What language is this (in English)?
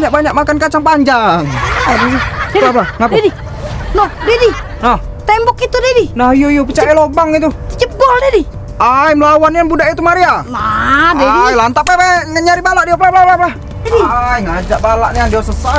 Musi